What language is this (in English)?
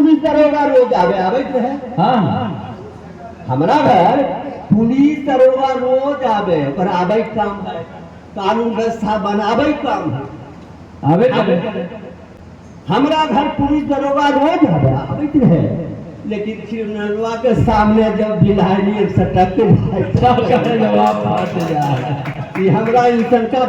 Magahi